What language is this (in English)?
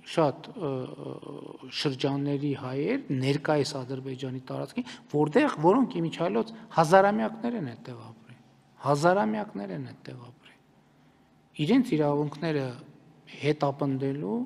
Armenian